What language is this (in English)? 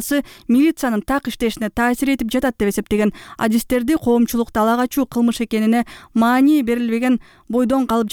Kyrgyz